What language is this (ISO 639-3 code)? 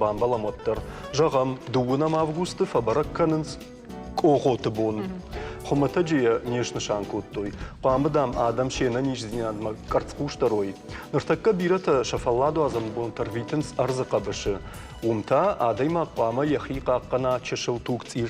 oss